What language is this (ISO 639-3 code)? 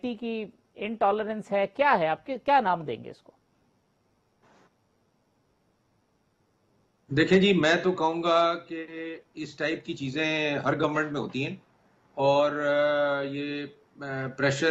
urd